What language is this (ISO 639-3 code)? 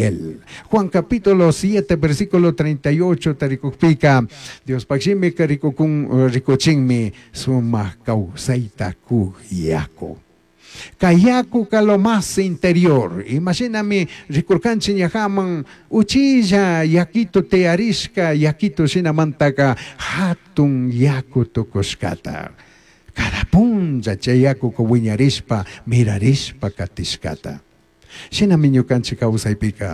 qug